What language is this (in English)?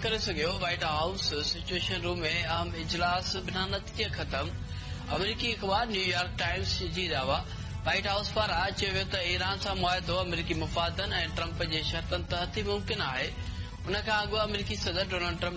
Sindhi